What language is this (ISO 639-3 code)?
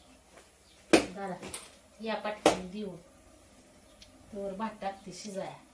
mar